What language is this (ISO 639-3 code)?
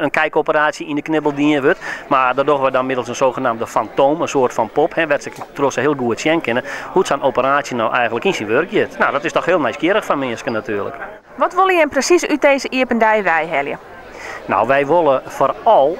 fry